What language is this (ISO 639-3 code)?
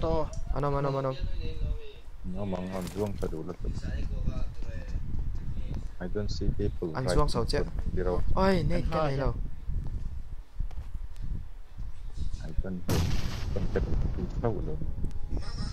vie